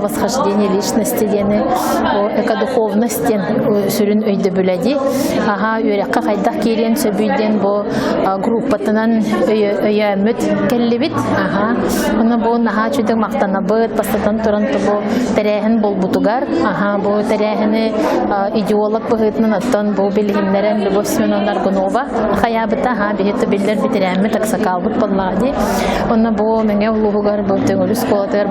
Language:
Yakut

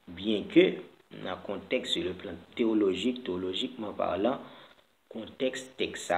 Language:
Haitian Creole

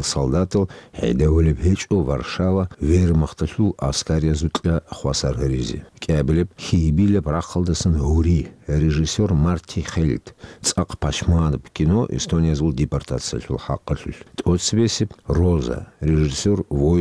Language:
Avaric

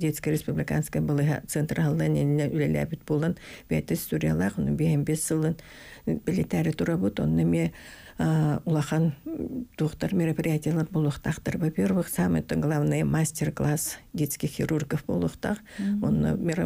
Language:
Yakut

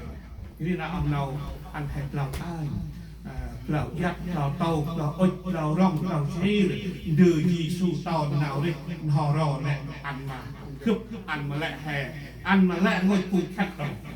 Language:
Central Mnong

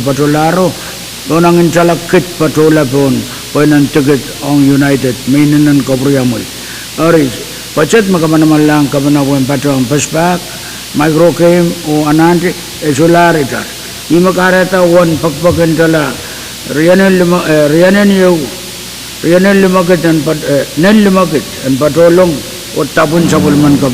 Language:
Pohnpeian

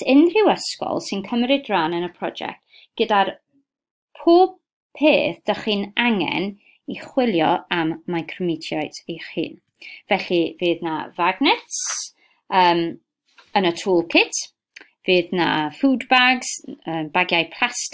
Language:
Welsh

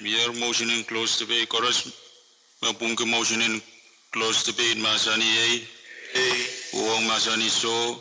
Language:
Pohnpeian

